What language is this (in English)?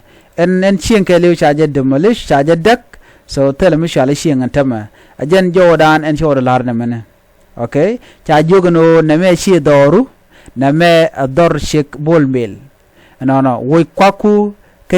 Nuer